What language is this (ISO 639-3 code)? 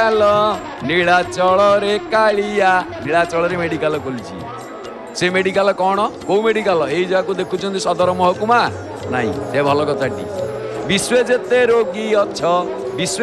ori